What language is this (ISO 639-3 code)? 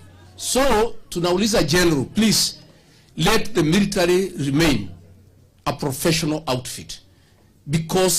guz